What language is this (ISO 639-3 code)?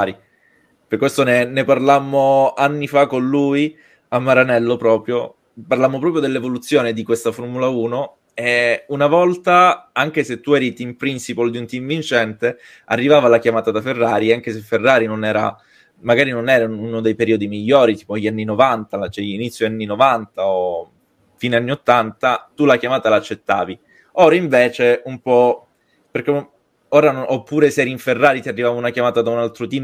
ita